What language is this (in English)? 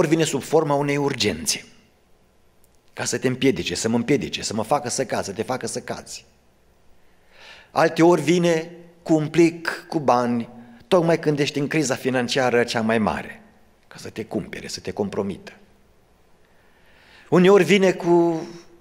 Romanian